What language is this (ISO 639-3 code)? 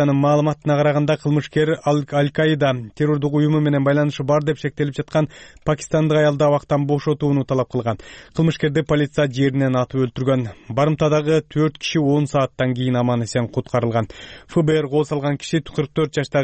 kir